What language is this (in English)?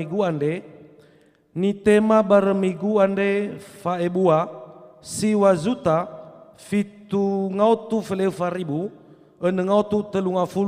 Nias